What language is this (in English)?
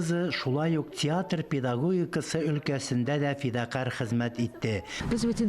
Tatar